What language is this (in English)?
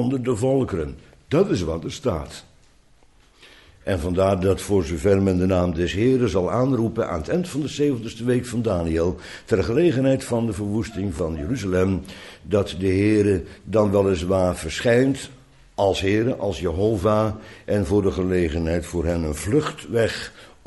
Dutch